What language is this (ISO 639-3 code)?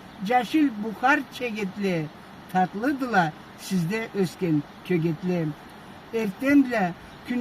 krc